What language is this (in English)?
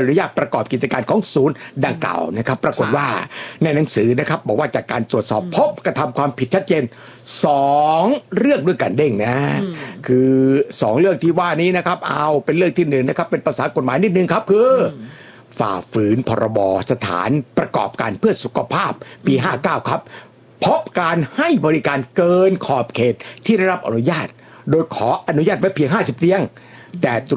Thai